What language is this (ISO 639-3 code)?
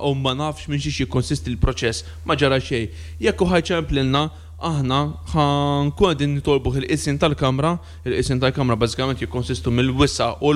mlt